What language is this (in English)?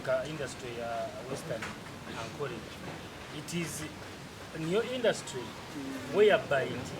Nyankole